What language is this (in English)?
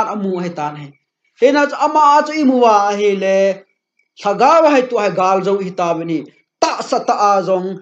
Thado Chin